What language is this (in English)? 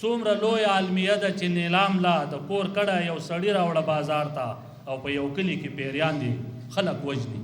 Pashto